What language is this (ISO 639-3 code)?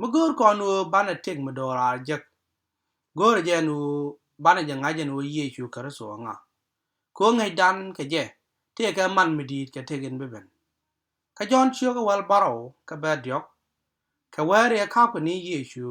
nus